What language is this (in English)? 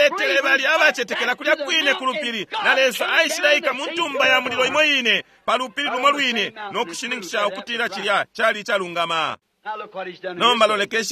Bemba